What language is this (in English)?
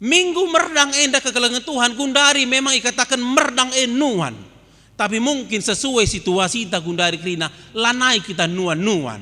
Batak Karo